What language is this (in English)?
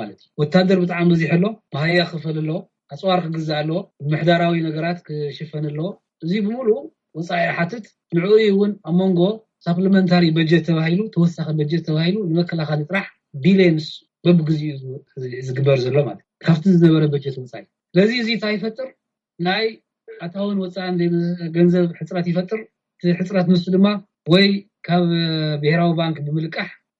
Tigrinya